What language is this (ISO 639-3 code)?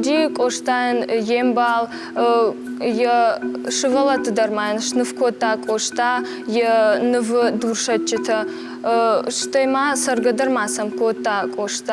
oss